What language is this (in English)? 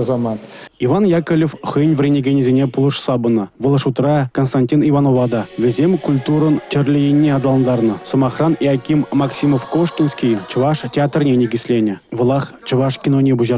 Chuvash